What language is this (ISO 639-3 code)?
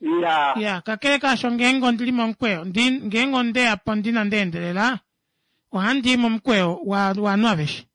kua